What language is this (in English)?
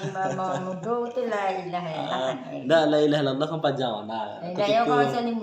Minangkabau